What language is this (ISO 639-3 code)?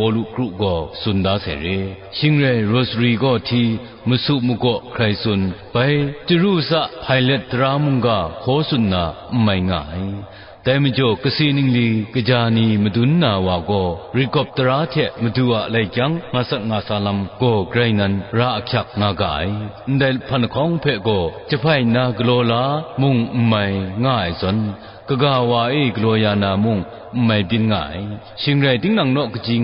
kac